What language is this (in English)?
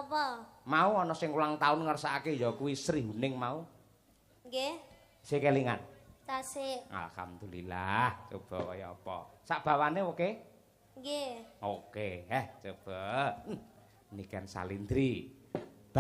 Javanese